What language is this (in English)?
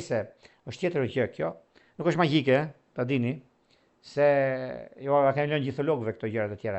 Albanian